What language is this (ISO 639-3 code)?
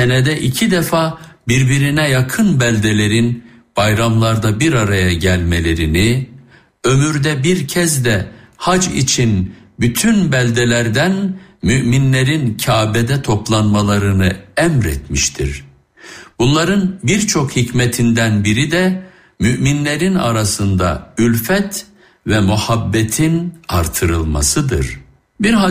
tur